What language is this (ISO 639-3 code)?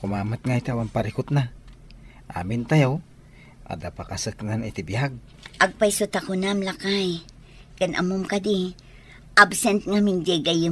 ilo